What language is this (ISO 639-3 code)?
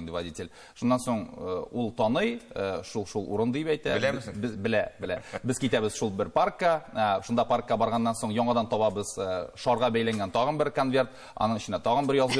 tat